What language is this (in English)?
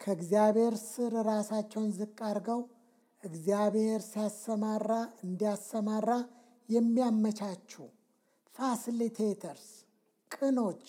Amharic